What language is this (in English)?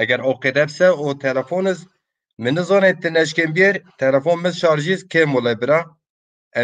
Zaza